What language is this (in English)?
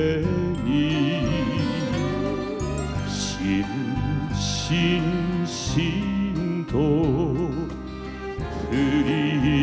Japanese